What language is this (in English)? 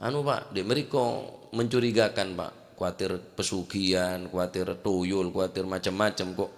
Madurese